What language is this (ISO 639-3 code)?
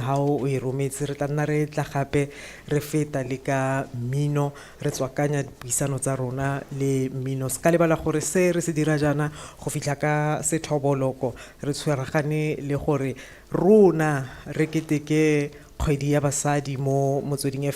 tsn